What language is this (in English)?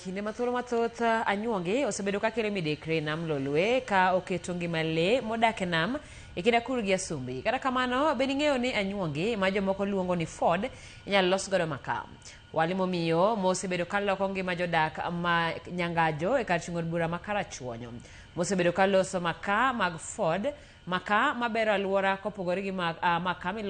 Luo (Kenya and Tanzania)